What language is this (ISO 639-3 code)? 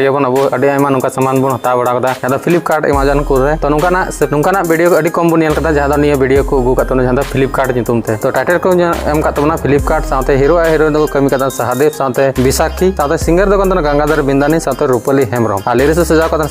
sat